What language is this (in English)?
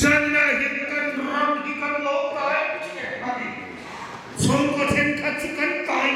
Hmar